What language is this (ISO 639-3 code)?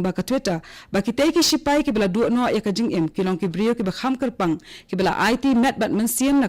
kha